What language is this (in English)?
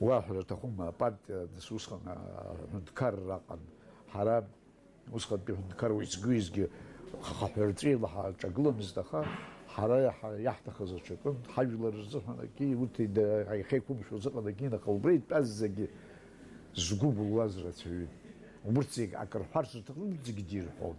Abkhazian